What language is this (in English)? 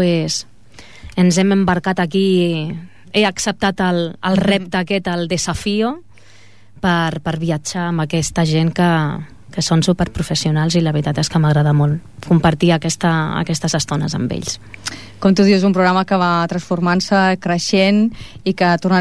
Catalan